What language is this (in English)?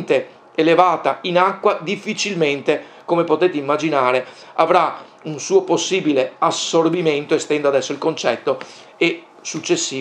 Italian